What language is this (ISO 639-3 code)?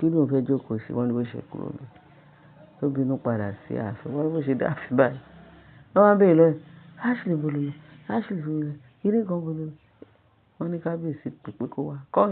yor